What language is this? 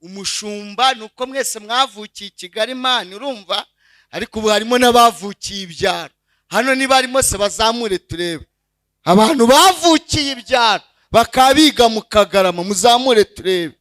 Kinyarwanda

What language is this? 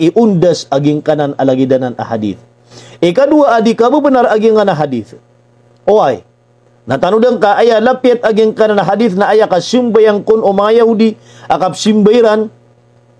Maranao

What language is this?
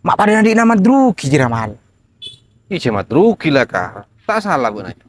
Madurese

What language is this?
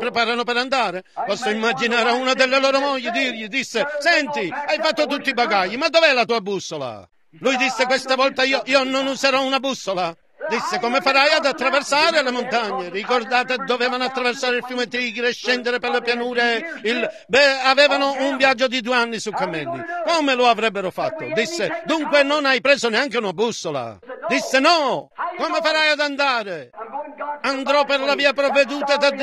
Italian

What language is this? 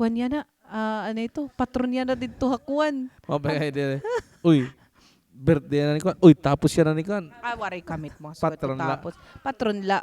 Waray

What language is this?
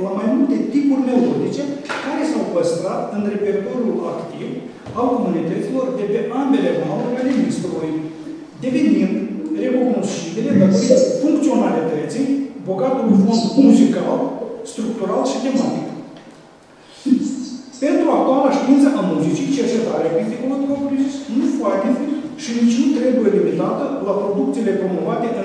Romanian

